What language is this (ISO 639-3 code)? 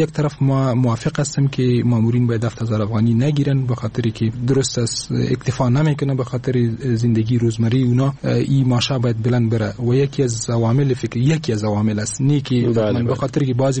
fas